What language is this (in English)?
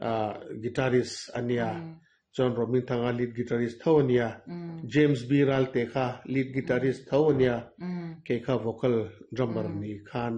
Mizo